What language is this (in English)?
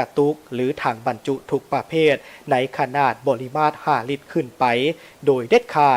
Lao